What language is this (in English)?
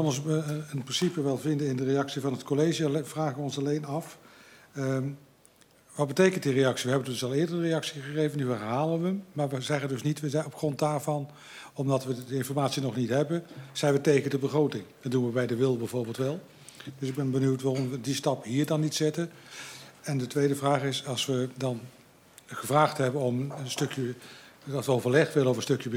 Dutch